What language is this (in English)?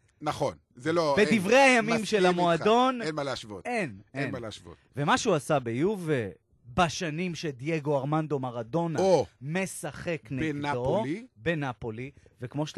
Hebrew